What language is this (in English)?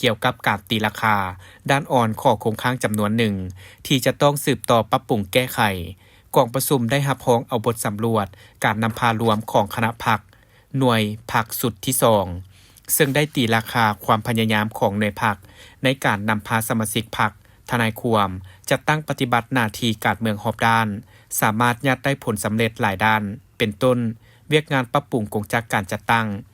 Lao